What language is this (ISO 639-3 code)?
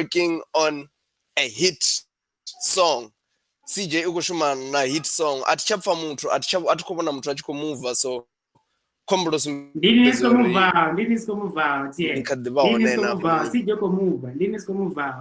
ven